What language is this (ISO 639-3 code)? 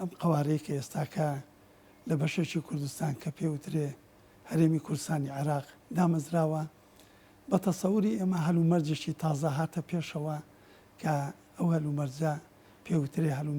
ckb